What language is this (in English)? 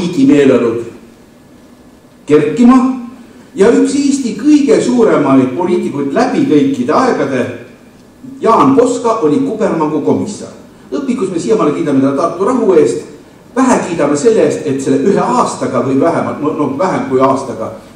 Estonian